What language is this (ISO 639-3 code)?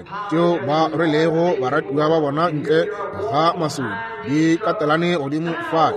nso